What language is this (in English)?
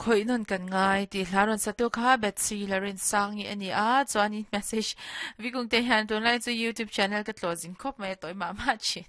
Mizo